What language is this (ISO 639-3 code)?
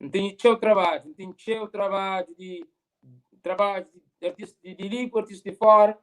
kea